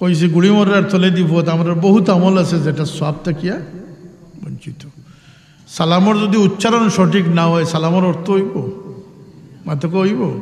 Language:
Sylheti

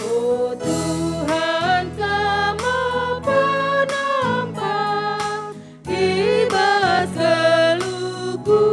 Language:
Batak Karo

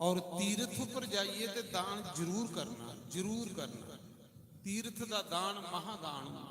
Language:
Dogri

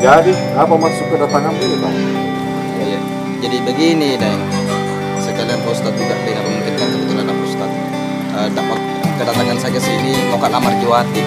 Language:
Makassar Malay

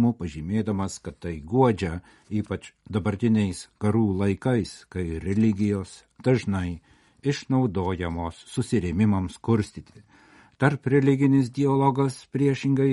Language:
Lithuanian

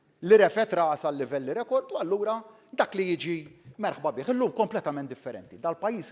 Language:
Maltese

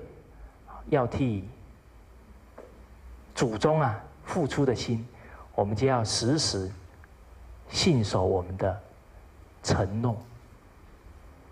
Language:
Chinese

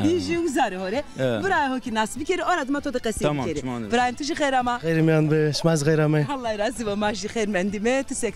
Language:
Zaza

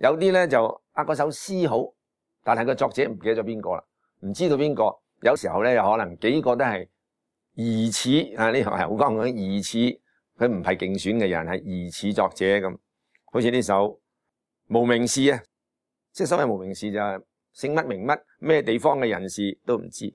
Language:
Cantonese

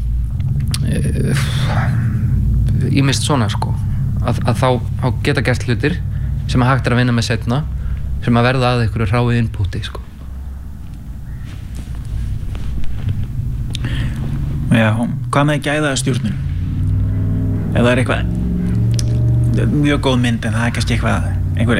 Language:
Icelandic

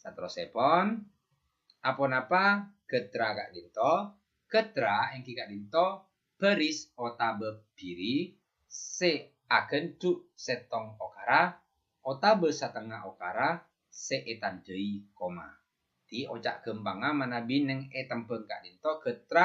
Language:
Madurese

